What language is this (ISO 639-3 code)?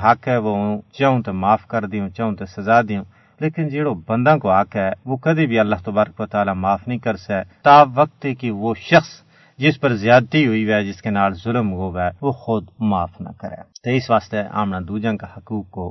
gju